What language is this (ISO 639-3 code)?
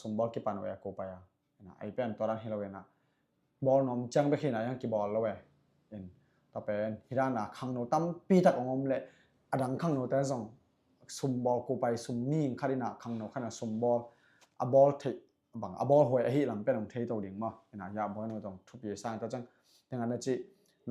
ctd